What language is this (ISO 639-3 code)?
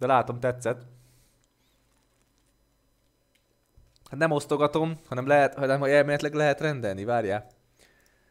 hun